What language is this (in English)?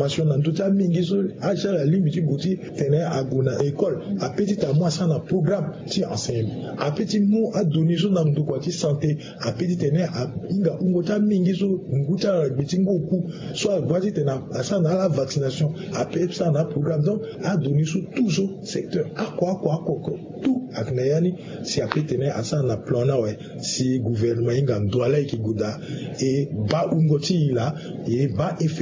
Sango